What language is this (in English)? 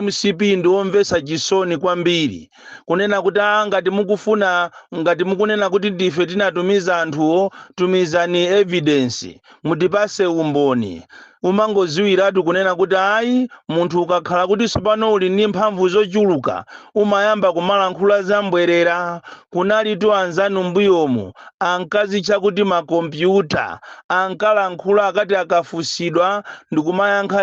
Nyanja